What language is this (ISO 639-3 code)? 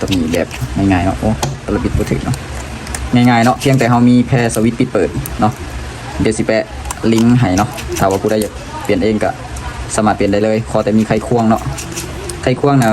lao